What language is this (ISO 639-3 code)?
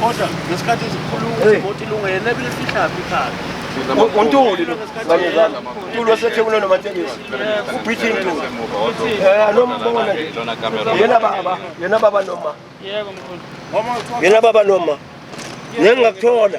zul